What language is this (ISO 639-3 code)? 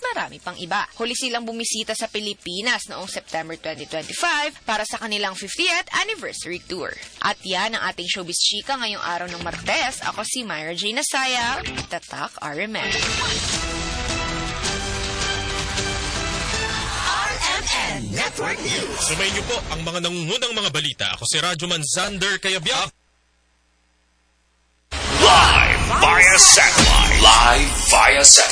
fil